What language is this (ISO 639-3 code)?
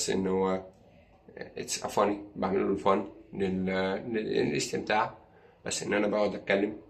arz